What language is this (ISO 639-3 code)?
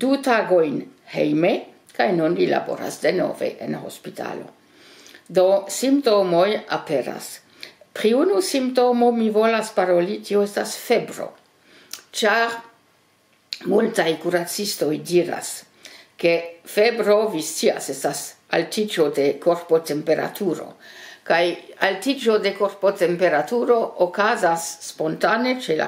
epo